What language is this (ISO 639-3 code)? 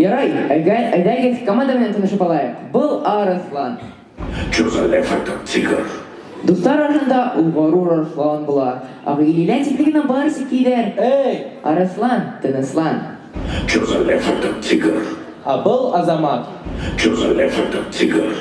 bak